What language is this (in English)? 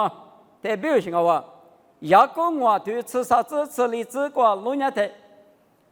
Lisu